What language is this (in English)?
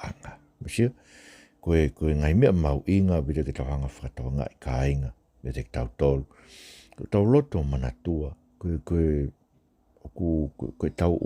Tongan